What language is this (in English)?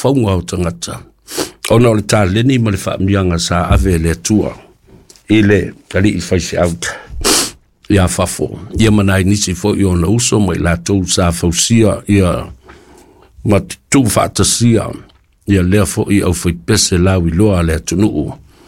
Samoan